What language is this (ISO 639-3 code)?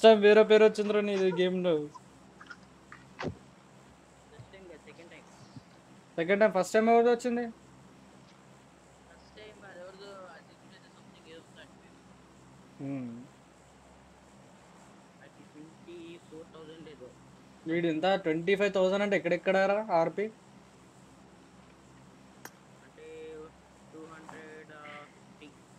tel